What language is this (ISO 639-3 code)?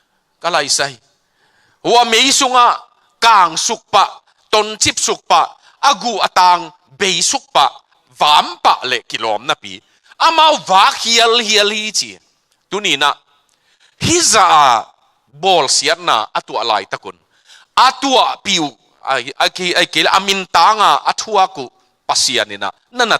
ctd